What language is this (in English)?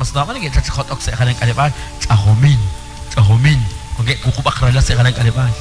Kekchí